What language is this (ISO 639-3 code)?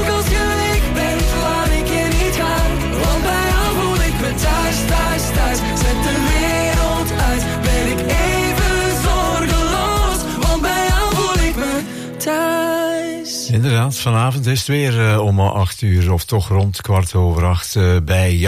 nld